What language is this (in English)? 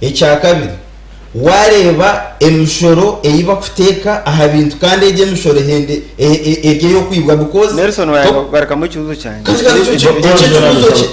Nyankole